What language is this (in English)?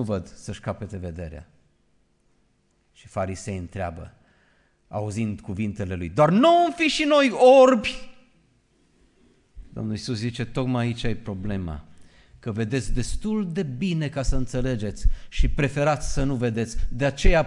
Romanian